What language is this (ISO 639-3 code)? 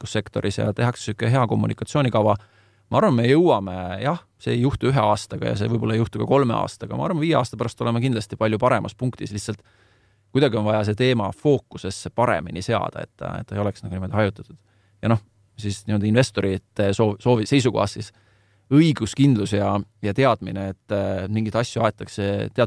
est